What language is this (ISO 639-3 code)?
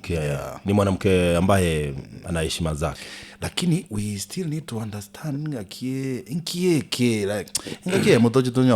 guz